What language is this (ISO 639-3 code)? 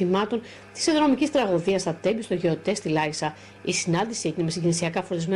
ell